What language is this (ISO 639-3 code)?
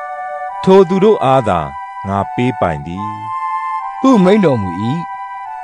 mya